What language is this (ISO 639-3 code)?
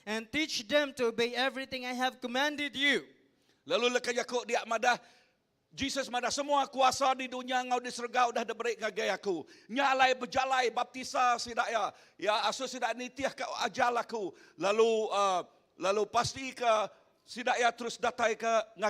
iba